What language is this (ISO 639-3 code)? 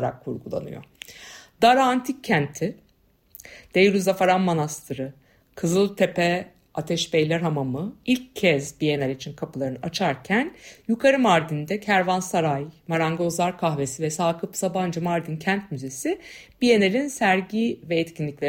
tur